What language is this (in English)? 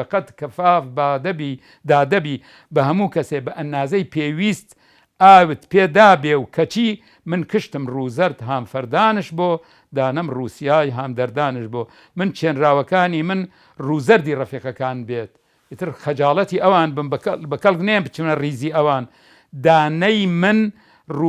Central Kurdish